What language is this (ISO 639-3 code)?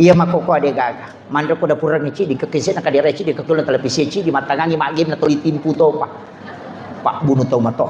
bug